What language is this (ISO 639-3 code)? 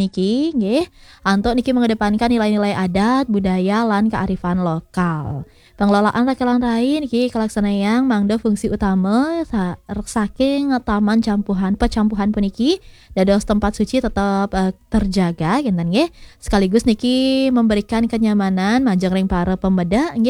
ban